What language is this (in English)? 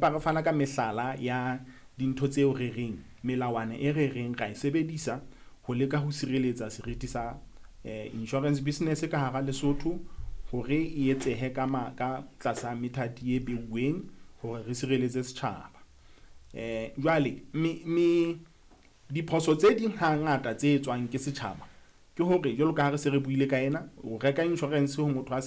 Southern Sotho